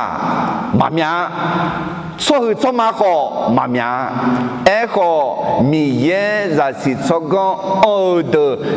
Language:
Akha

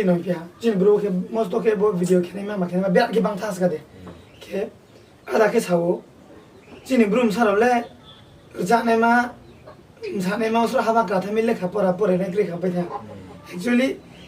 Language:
Riang (India)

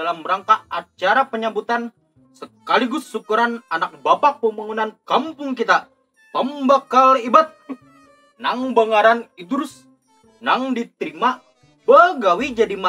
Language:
Banjar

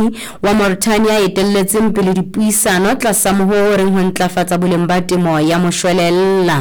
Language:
Southern Sotho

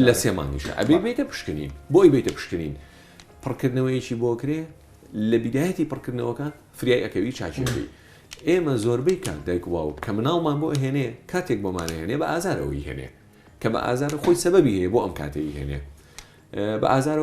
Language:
Central Kurdish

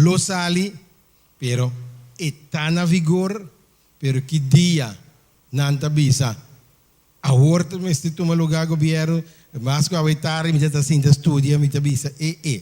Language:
Papiamento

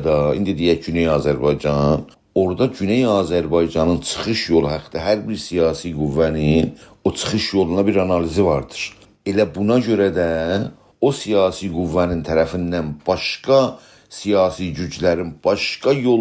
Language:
South Azerbaijani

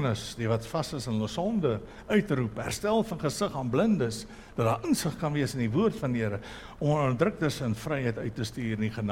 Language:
Afrikaans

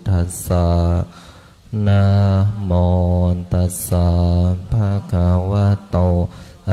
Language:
Pali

